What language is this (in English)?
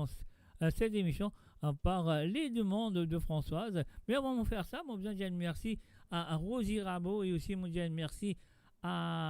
Morisyen